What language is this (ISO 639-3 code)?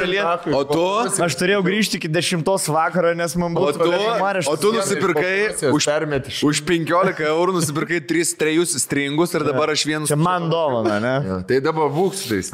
lit